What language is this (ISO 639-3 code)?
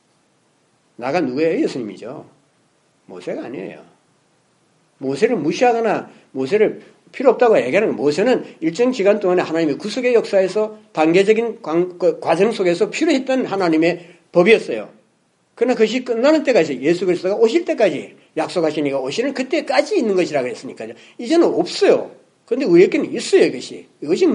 kor